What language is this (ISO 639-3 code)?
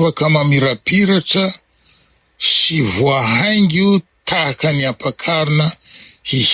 mlg